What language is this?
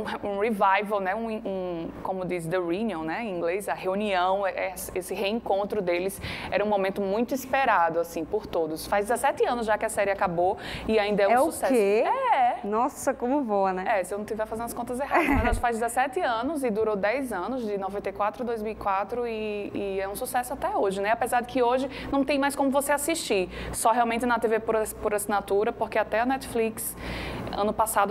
Portuguese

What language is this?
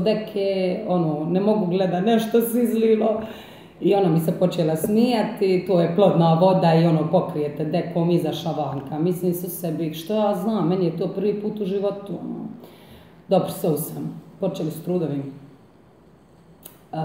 Croatian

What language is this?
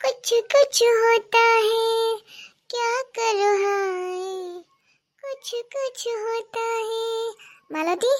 Assamese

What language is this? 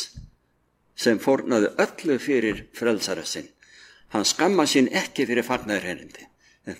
Icelandic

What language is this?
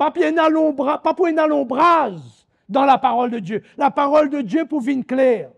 Morisyen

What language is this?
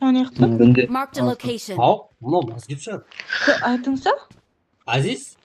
Kara-Kalpak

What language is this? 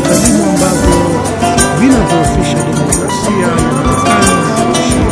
Swahili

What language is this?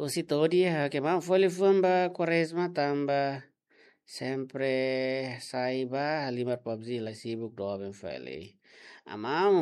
Tetum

